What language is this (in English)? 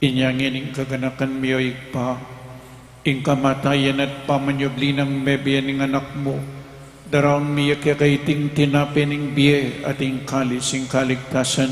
Pampanga